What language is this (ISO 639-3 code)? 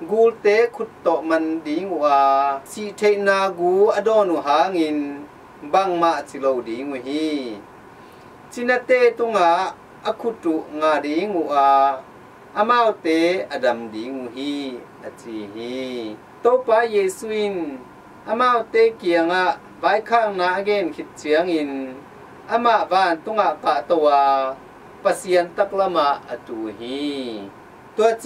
ctd